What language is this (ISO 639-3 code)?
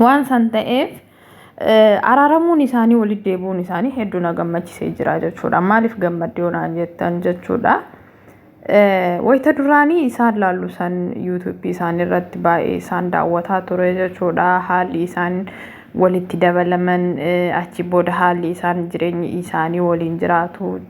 orm